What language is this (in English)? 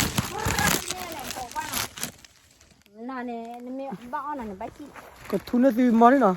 S'gaw Karen